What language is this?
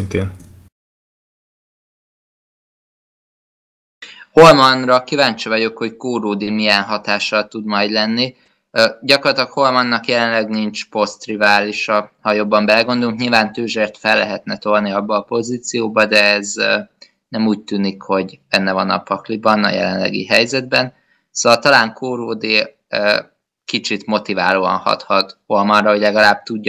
Hungarian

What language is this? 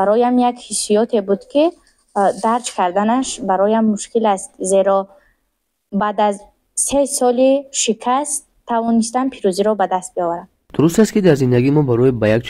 Tajik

